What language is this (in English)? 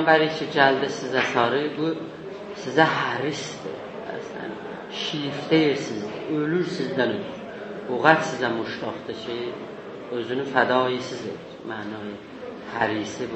South Azerbaijani